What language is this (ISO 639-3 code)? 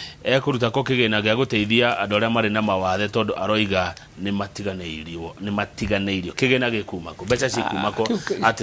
kik